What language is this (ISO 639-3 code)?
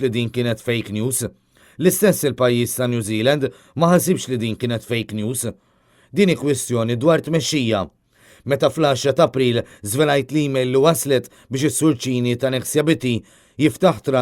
mlt